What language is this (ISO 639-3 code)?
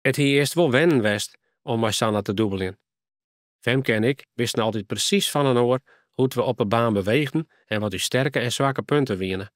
fry